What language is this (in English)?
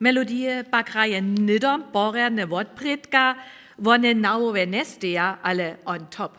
Upper Sorbian